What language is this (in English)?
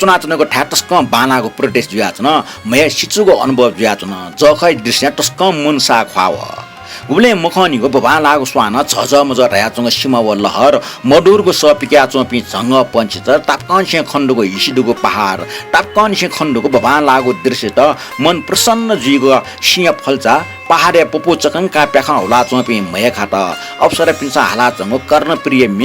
Newari